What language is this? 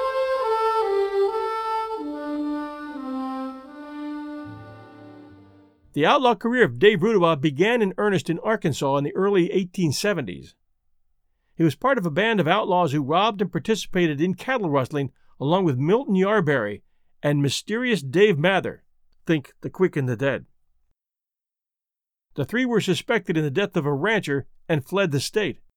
English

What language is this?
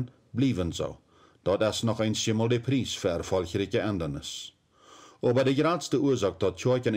Plautdietsch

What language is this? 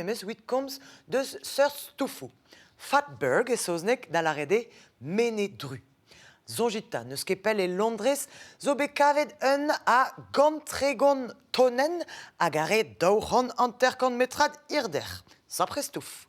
Breton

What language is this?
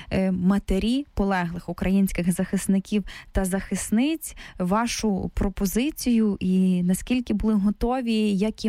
Ukrainian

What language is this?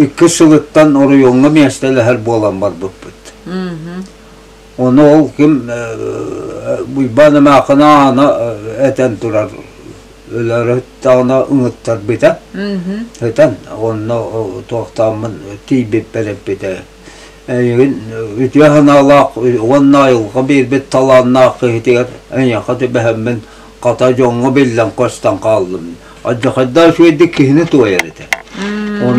Yakut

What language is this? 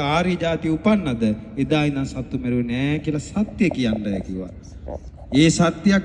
Sinhala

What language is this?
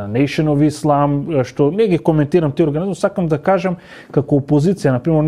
Macedonian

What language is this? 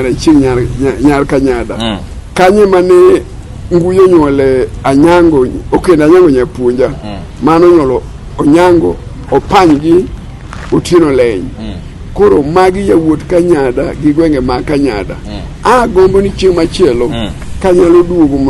Luo (Kenya and Tanzania)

